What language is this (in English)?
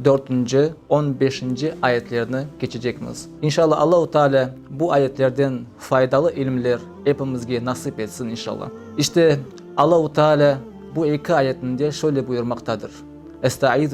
Crimean Tatar